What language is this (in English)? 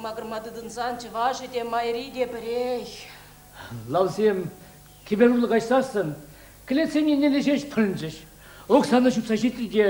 Chuvash